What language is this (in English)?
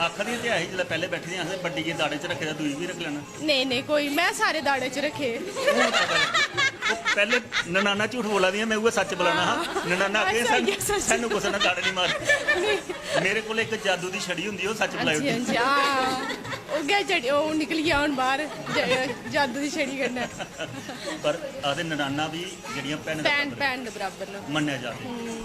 Dogri